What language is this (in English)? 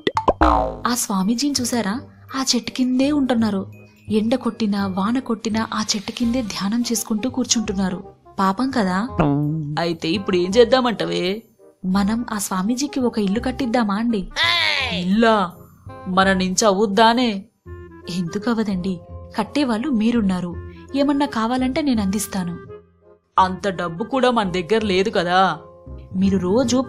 Telugu